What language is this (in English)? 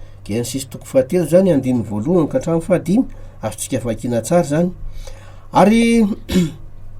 Malagasy